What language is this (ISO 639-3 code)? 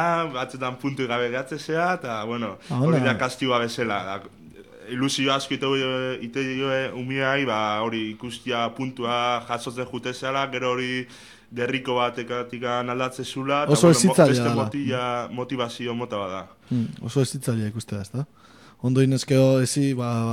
eus